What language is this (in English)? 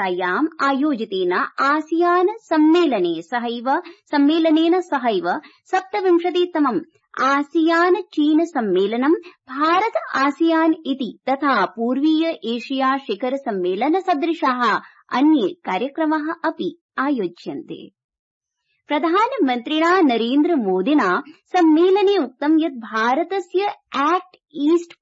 Sanskrit